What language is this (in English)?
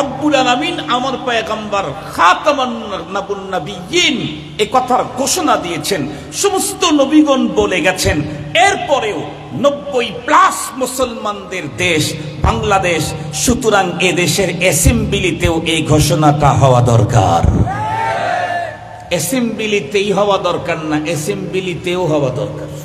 Bangla